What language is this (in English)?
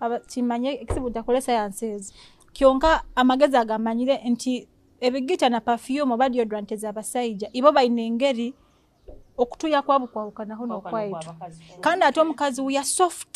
Nyoro